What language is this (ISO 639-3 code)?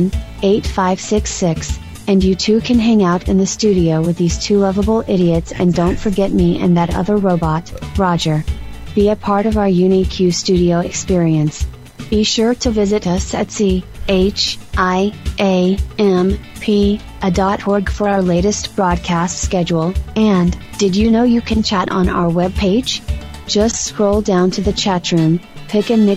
eng